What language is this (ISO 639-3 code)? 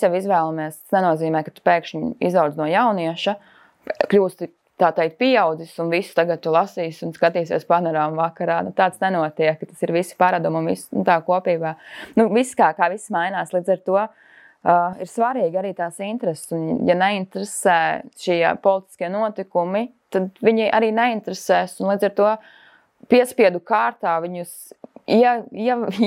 lav